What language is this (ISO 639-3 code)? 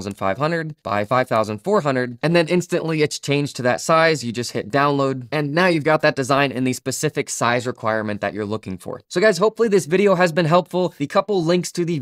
eng